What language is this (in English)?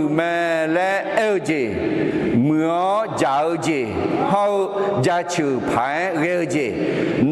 Akha